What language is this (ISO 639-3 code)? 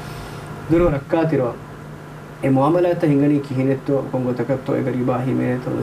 div